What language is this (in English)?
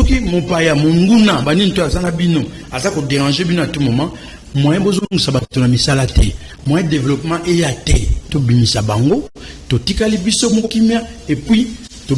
Lingala